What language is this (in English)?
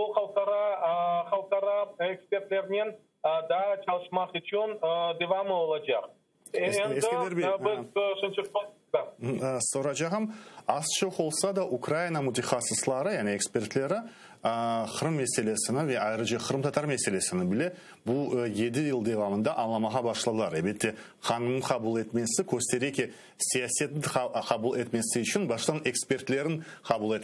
Crimean Tatar